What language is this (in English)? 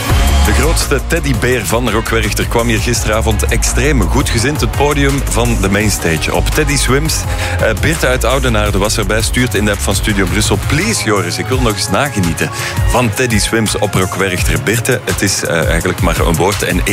Dutch